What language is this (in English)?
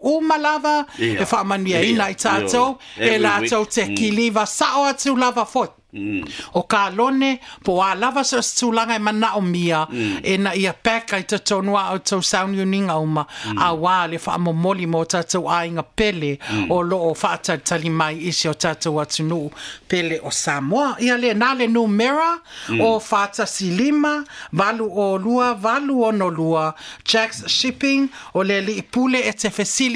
Samoan